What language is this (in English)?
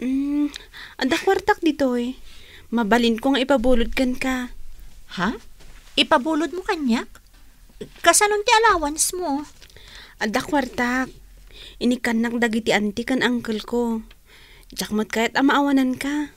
Iloko